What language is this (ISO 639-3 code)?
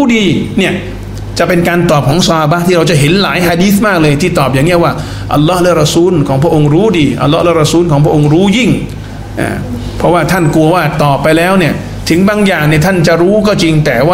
tha